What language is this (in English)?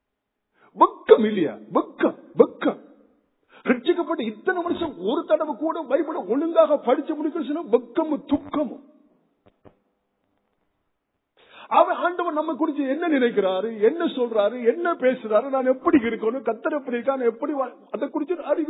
Tamil